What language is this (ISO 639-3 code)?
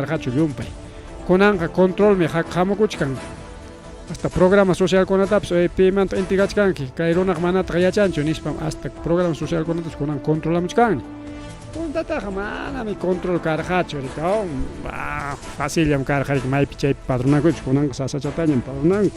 quy